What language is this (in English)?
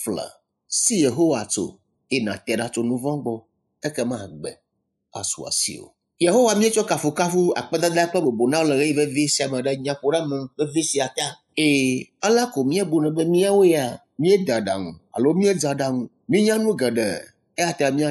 Ewe